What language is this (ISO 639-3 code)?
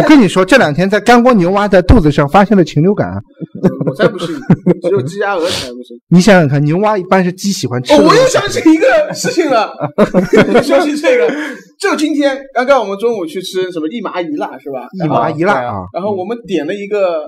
zho